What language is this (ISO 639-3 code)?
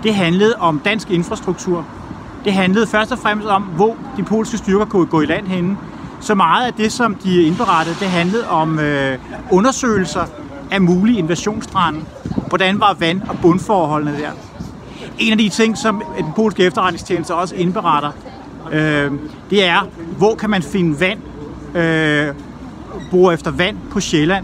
dan